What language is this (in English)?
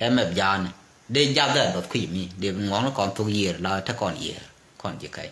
Nuer